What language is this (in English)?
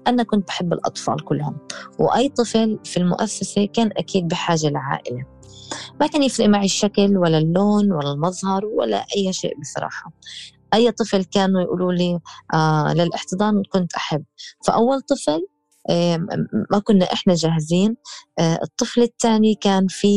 North Levantine Arabic